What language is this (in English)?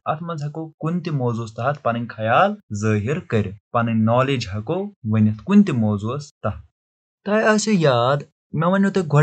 Kashmiri